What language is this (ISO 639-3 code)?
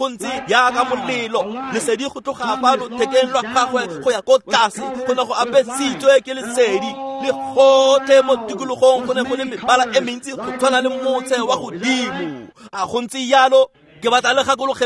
tsn